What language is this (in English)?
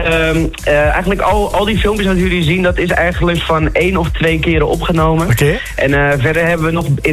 Dutch